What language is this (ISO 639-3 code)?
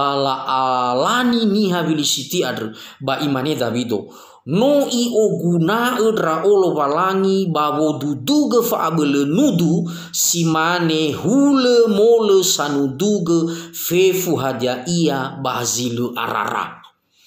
nia